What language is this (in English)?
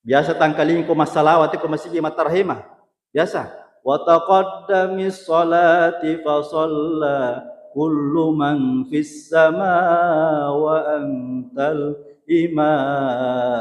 Buginese